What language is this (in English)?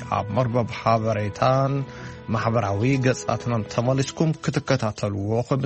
Tigrinya